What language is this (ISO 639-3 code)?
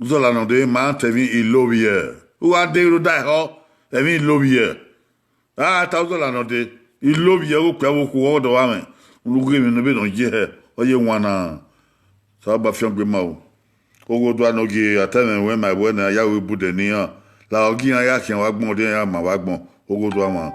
bin